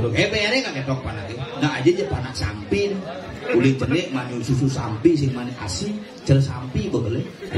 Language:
Balinese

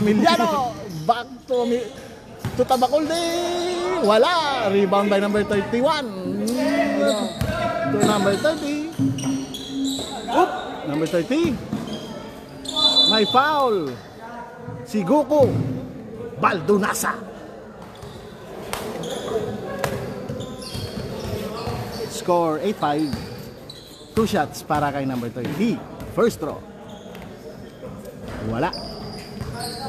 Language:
Filipino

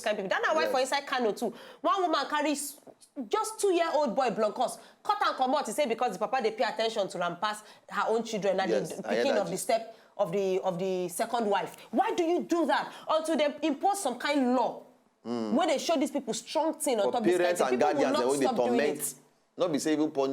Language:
Nigerian Pidgin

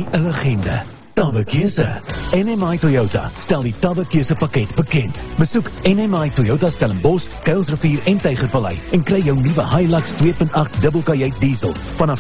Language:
Afrikaans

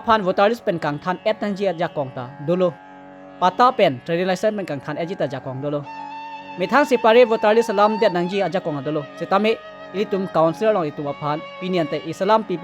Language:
Karbi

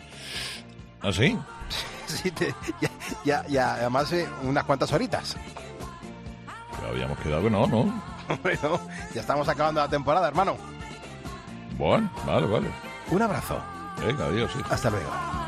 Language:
Spanish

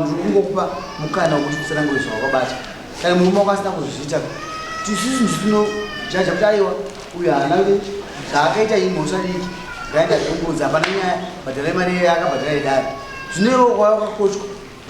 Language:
Shona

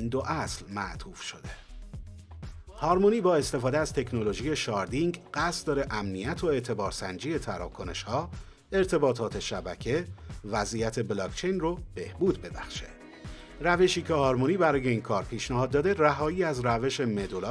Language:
Persian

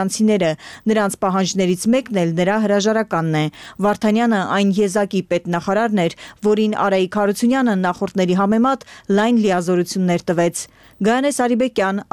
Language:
Armenian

